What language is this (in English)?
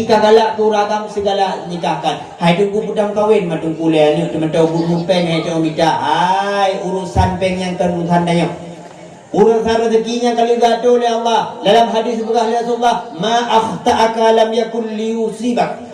Achinese